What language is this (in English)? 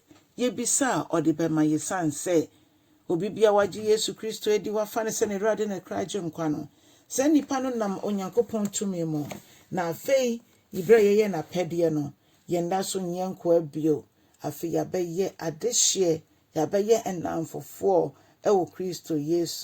Akan